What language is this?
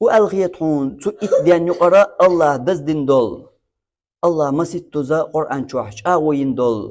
Chechen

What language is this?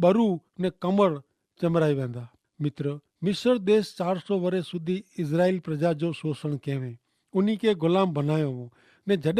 Kachhi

